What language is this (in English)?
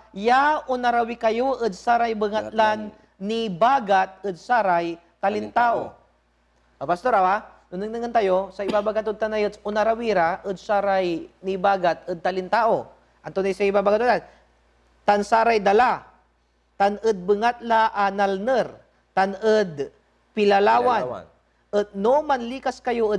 Pangasinan